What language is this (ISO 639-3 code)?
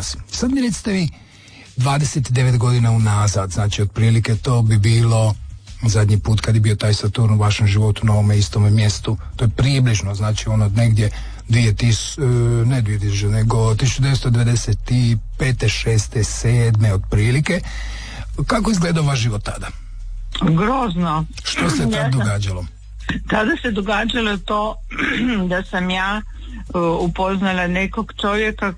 hrv